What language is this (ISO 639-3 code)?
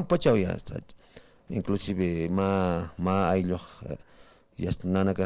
aym